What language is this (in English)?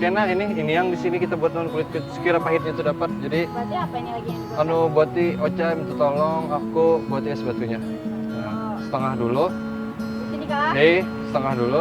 Banjar